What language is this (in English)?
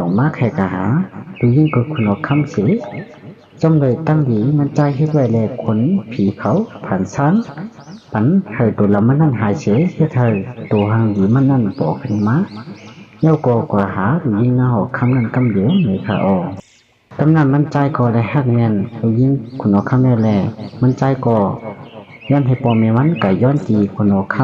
Shan